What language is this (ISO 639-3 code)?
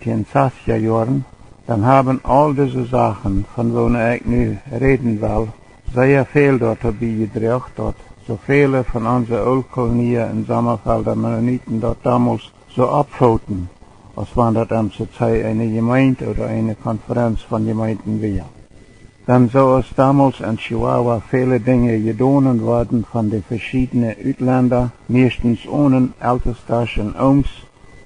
pdt